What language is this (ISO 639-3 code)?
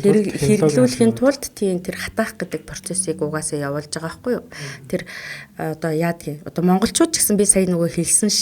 mon